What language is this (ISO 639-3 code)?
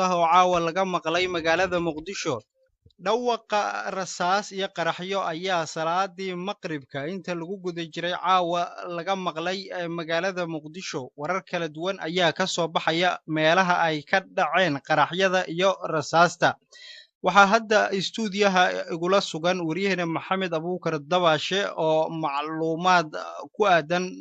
som